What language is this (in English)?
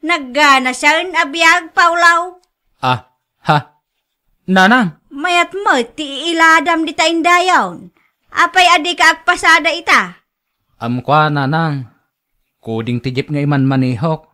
Iloko